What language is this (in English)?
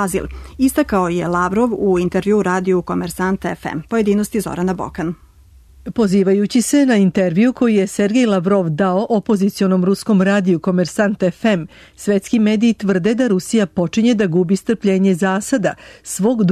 Serbian